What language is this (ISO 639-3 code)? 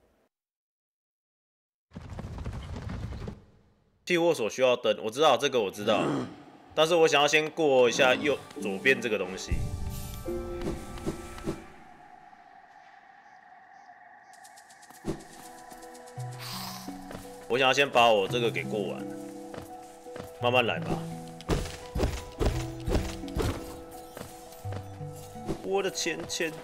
zho